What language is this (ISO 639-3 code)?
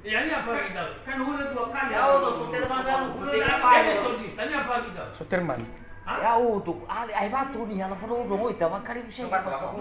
nia